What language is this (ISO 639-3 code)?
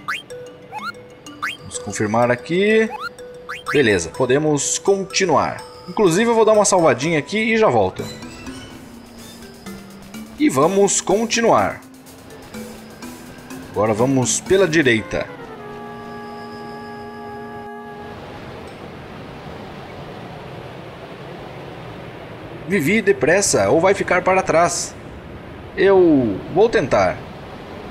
por